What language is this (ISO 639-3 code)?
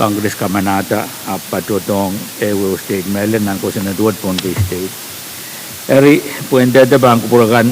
pon